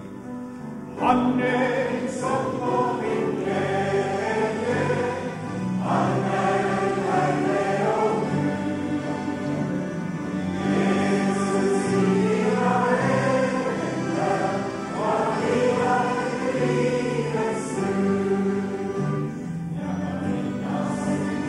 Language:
Swedish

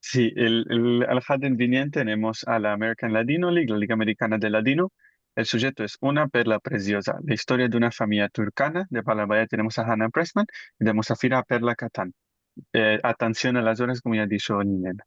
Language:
Ladino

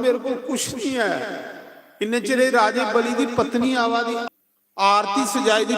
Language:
Dogri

